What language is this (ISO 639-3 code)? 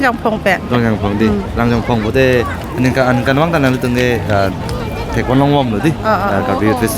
mjw